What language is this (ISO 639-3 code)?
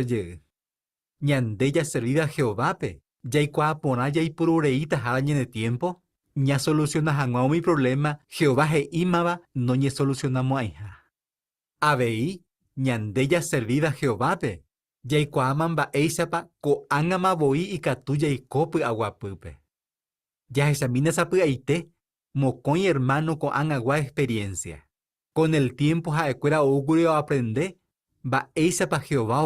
grn